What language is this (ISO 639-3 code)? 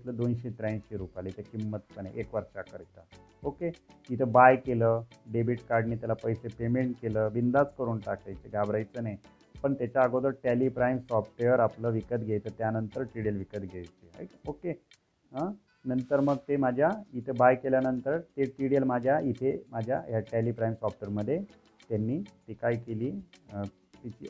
mar